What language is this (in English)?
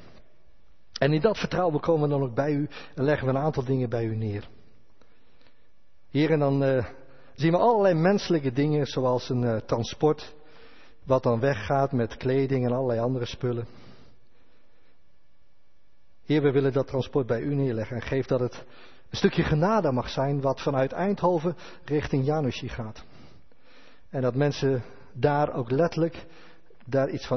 Dutch